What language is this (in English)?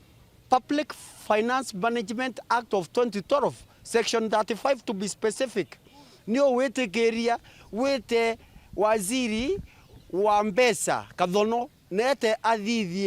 Meru